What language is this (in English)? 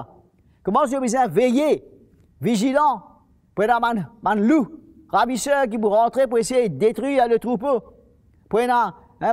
Morisyen